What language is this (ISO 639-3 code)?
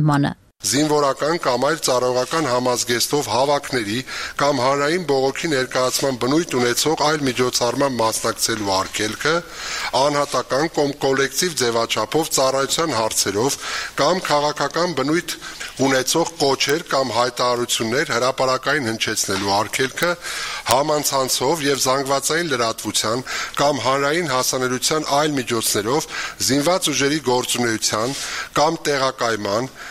hye